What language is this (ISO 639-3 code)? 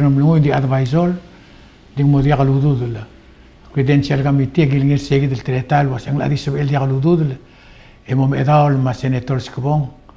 pau